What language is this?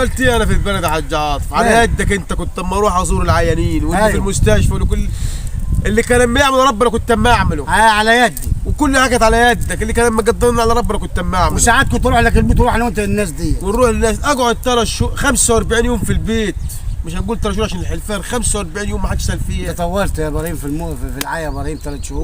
Egyptian Arabic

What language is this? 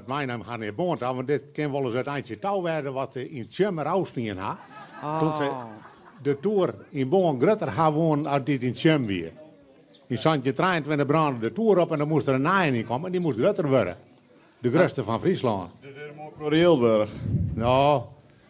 Western Frisian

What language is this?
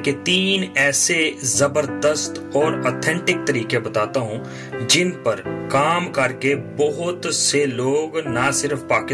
Urdu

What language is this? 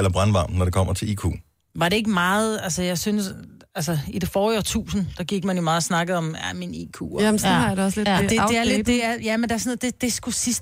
Danish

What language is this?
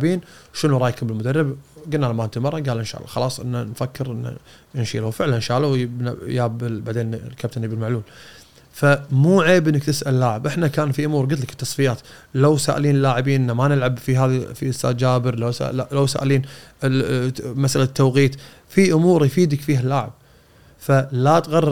Gulf Arabic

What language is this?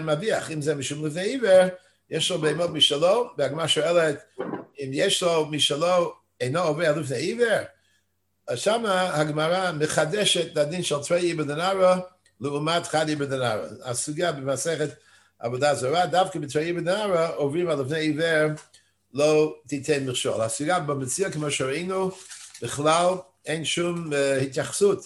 Hebrew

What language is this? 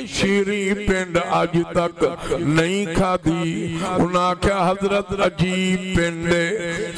Saraiki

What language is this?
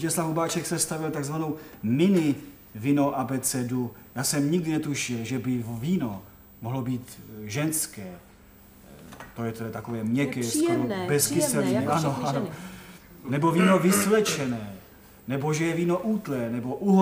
Czech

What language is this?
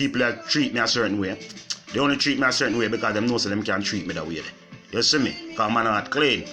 Jamaican Creole English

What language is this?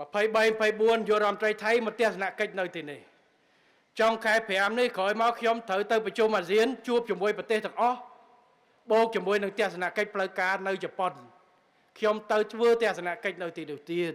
Khmer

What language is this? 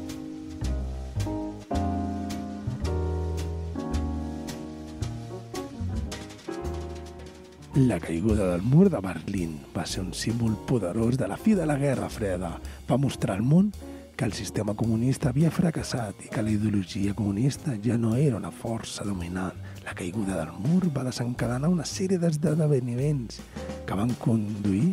Catalan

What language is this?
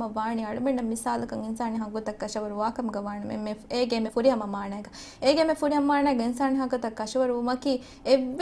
Divehi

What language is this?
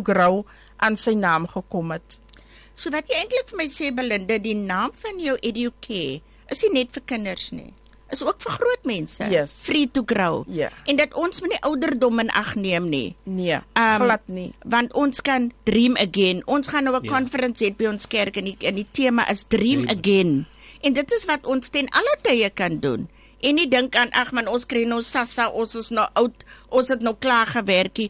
Afrikaans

